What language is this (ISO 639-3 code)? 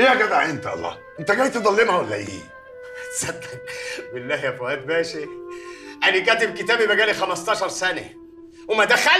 arz